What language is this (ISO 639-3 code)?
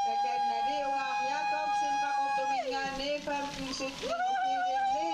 kal